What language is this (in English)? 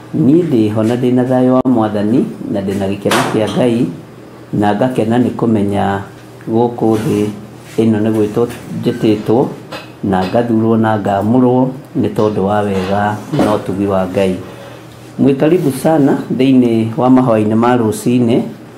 Kikuyu